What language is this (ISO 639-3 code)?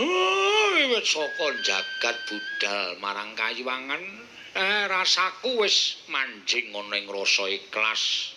jav